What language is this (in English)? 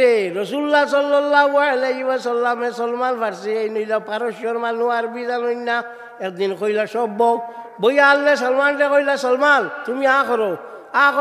Sylheti